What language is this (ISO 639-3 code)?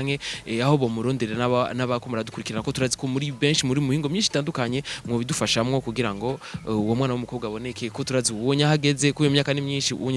run